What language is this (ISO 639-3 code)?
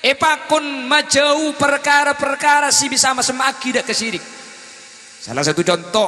mad